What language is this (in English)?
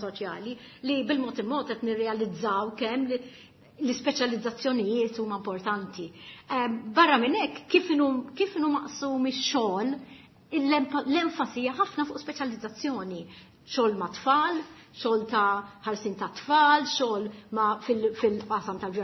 Maltese